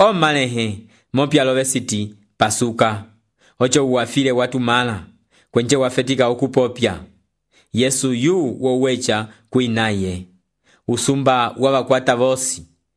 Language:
Umbundu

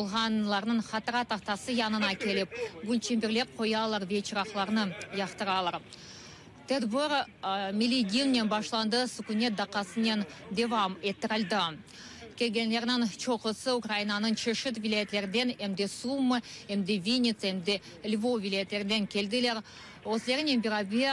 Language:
Crimean Tatar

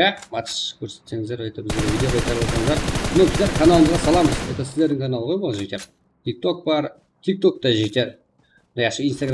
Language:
Kara-Kalpak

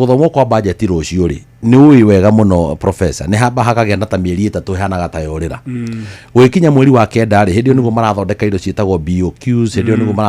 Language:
Kikuyu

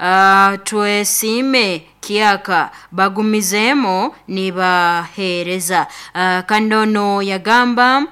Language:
Nyoro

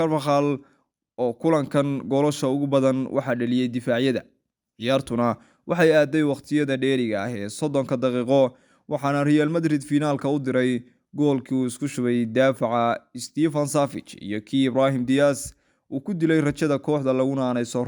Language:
Somali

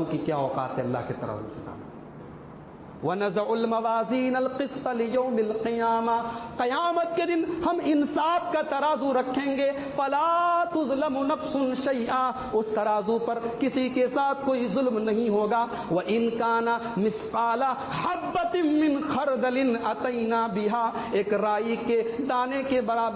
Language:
Urdu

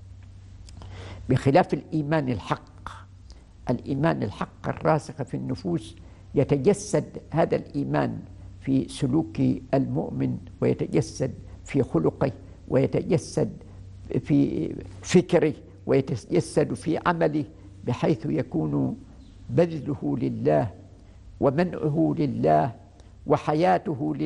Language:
Arabic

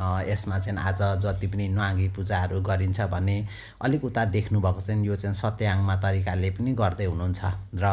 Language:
Nepali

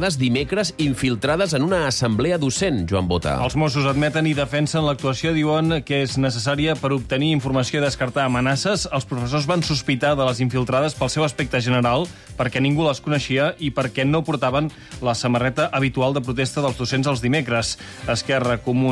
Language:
Catalan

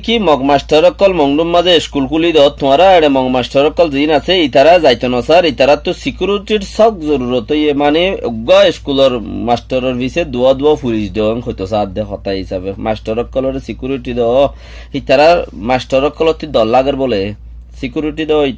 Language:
Rohingya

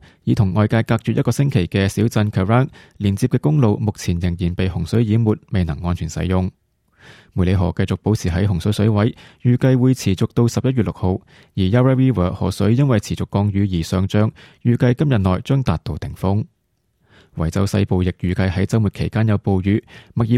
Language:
Cantonese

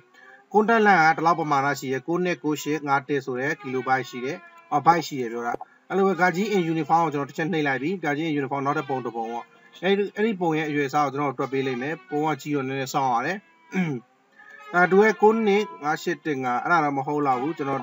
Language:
Burmese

